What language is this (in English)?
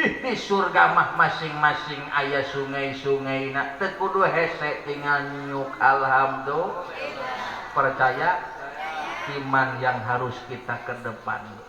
Sundanese